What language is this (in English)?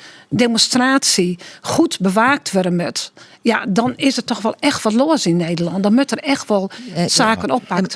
Western Frisian